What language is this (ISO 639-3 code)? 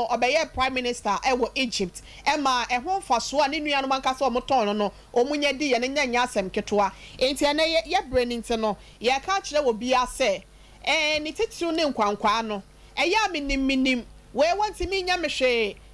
aka